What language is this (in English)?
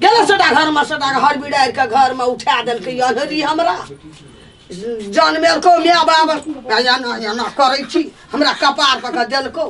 Maithili